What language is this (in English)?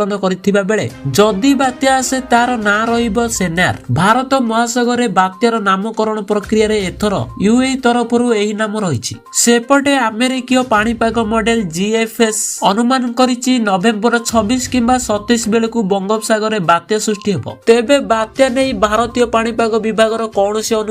Odia